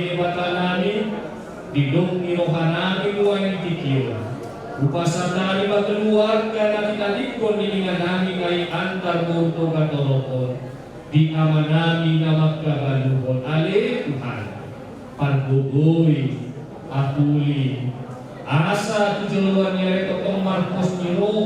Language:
Batak Toba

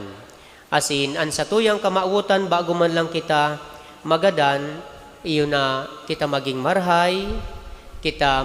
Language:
Bikol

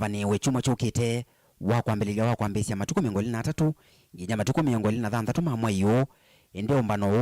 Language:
Kamba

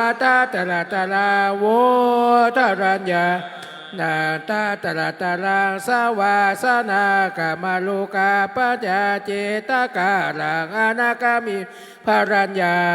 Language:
Pali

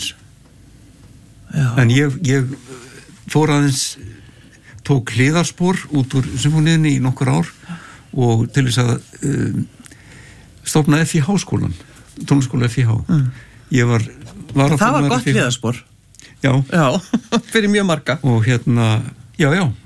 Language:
Icelandic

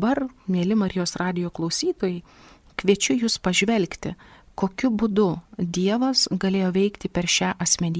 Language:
Lithuanian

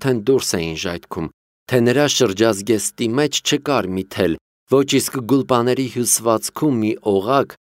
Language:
Armenian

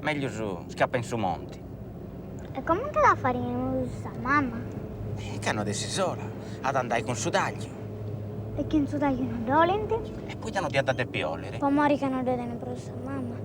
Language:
Sardinian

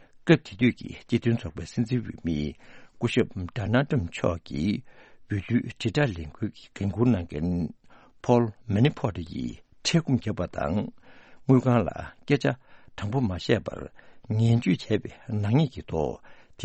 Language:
Tibetan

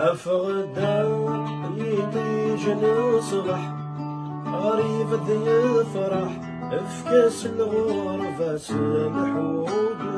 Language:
Kabyle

